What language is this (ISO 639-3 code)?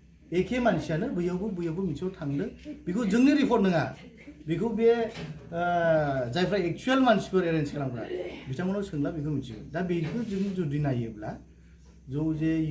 brx